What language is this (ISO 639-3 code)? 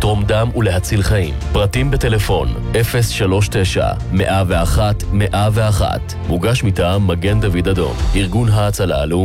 heb